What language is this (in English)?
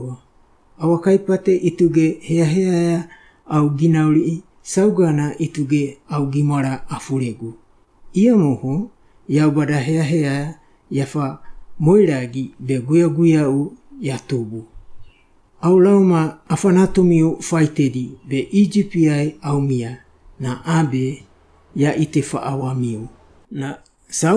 Wagawaga